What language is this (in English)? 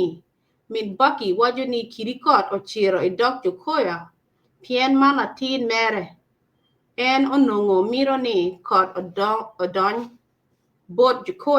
Acoli